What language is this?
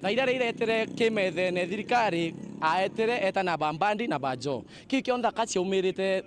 Meru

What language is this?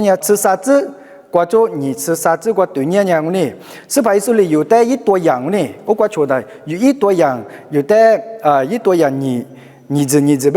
Lisu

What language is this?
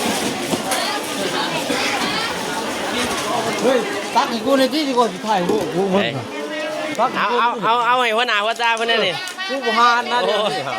Lao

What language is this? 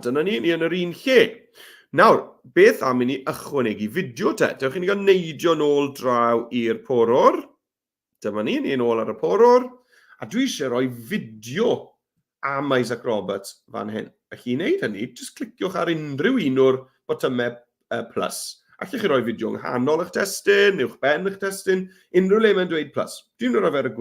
Welsh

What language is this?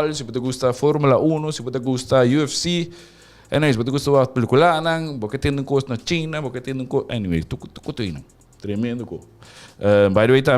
Papiamento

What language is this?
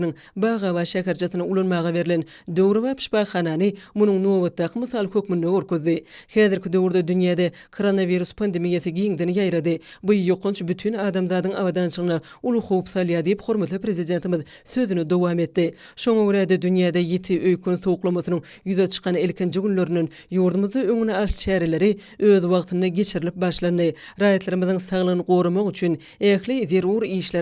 Turkmen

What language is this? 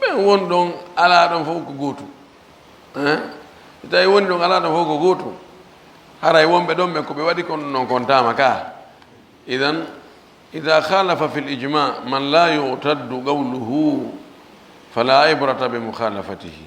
Fula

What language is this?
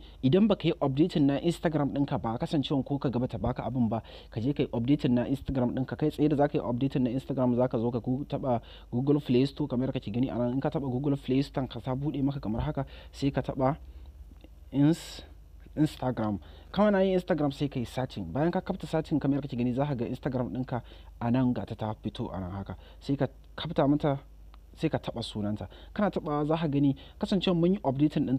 Hausa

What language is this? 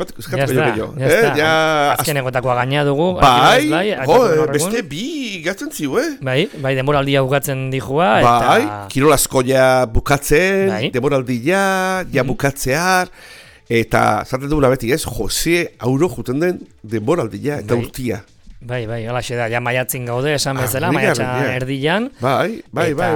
Basque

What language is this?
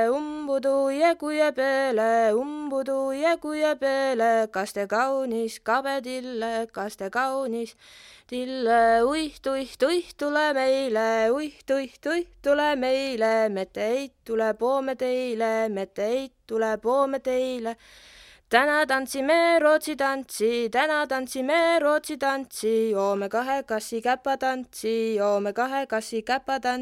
Estonian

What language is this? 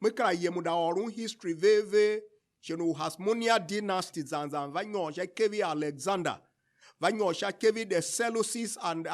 Tiv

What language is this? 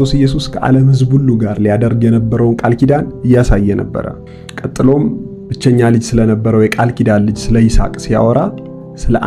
Amharic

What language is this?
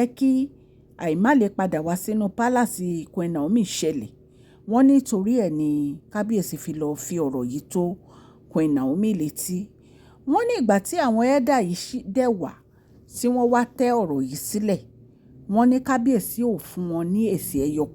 Yoruba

